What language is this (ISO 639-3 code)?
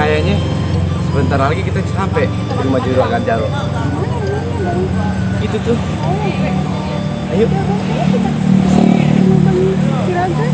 bew